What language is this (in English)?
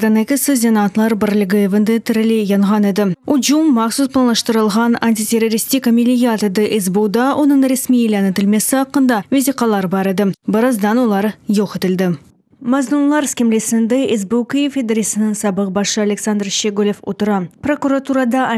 Crimean Tatar